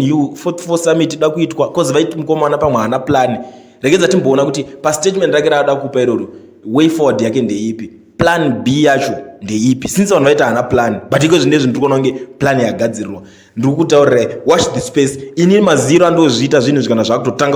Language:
Shona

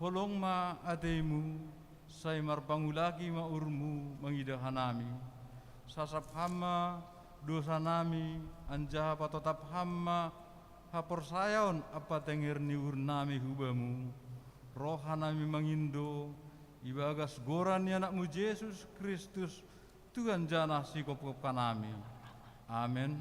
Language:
Batak Simalungun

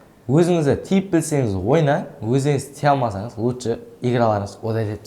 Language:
Kara-Kalpak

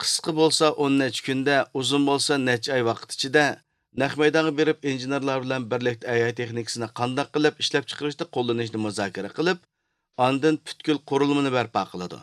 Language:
Uyghur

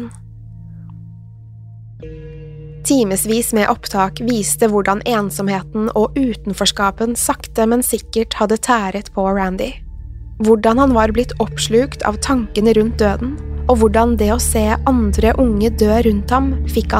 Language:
Norwegian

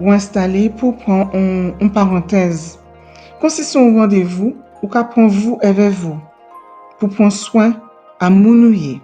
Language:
Guadeloupean Creole French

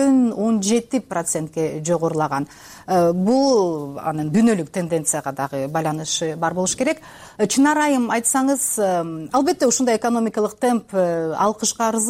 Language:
Kyrgyz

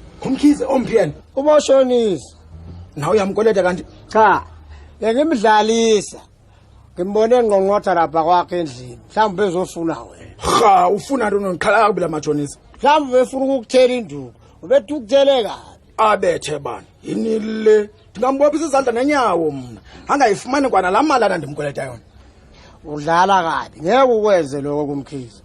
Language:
Zulu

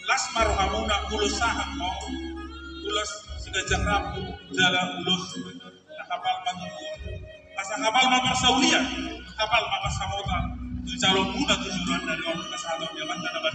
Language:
Batak Toba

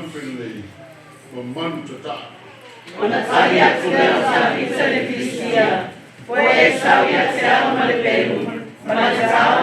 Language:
Samoan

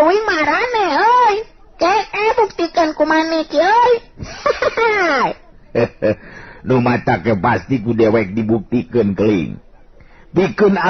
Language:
Sundanese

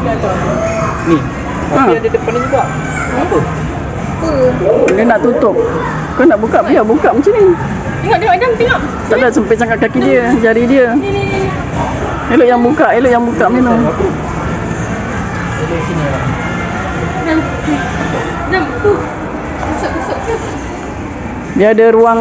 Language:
Malay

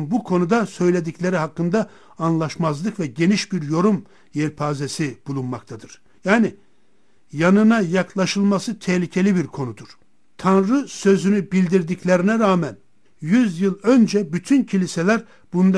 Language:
Turkish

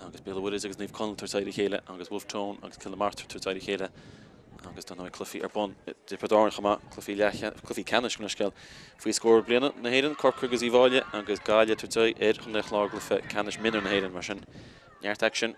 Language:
Irish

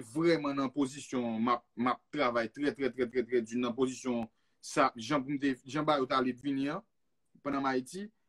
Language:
Haitian Creole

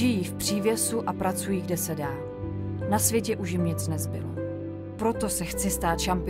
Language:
Czech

